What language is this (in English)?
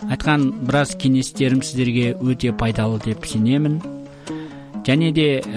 Kazakh